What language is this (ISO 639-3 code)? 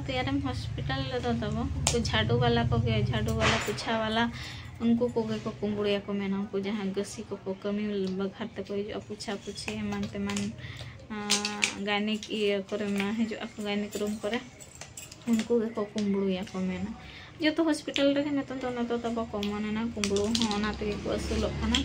sat